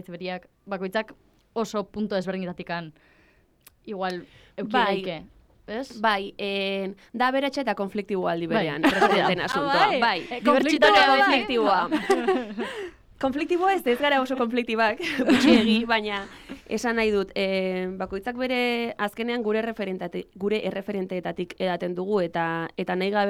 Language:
Basque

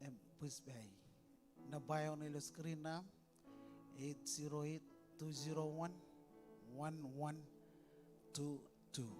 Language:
Marshallese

